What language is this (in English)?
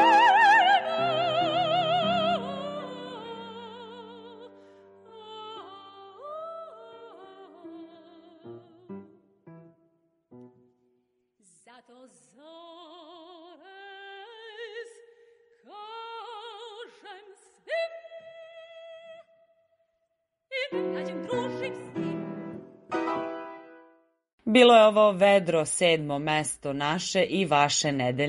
Serbian